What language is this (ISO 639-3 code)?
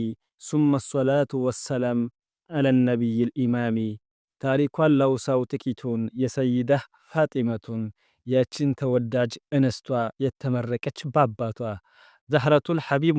amh